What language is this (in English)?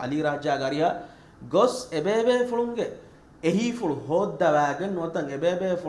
Divehi